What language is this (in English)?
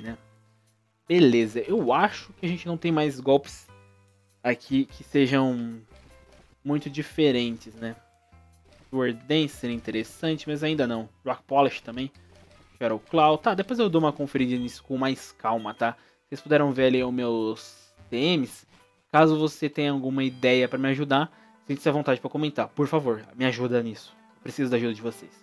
Portuguese